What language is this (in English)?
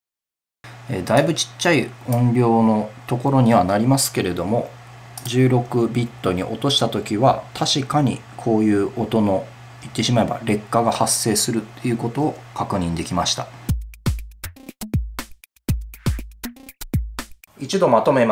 Japanese